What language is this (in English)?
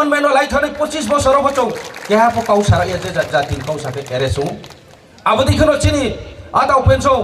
Riang (India)